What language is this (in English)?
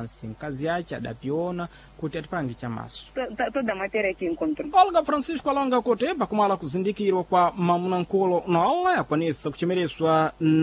Sena